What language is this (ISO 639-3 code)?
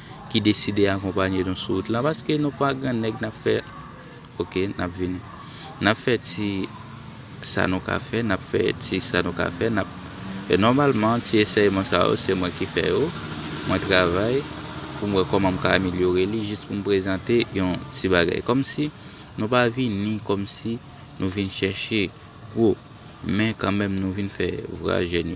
hat